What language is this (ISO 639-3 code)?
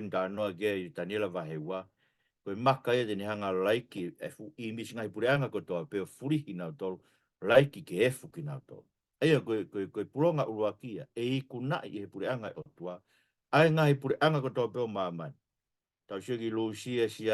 ton